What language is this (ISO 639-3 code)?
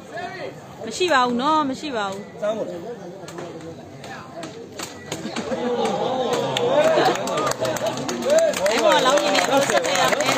mya